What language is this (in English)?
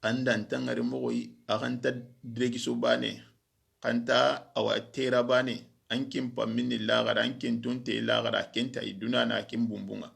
Soninke